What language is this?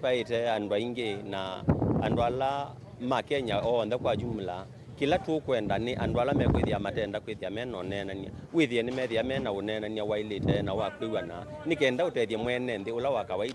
Kamba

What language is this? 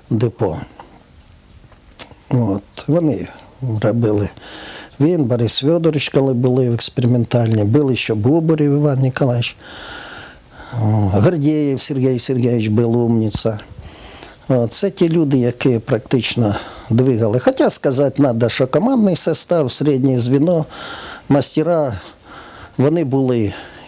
Ukrainian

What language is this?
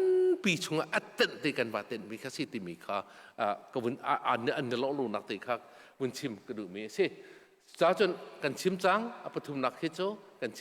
Hakha Chin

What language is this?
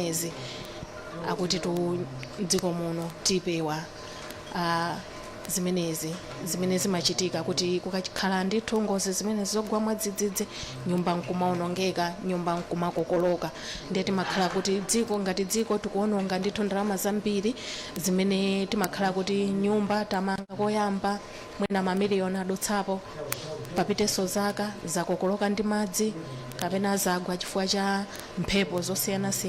Nyanja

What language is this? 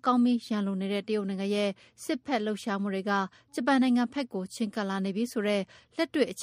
Burmese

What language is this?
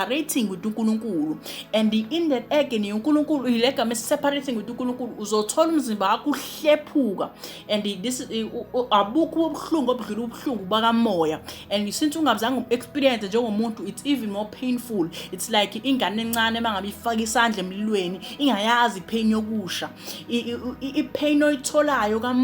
Zulu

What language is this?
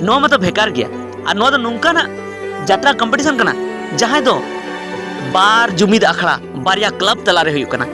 Santali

